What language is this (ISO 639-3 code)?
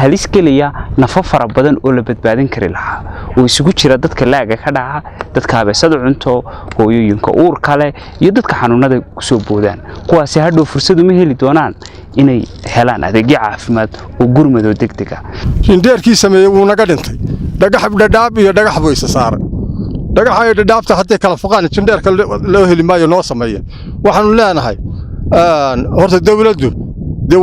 som